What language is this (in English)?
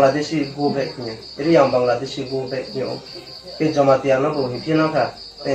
Riang (India)